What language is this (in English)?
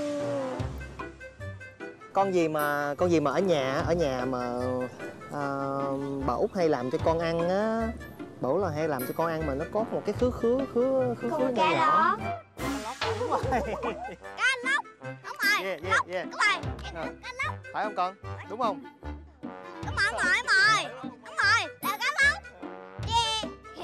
Vietnamese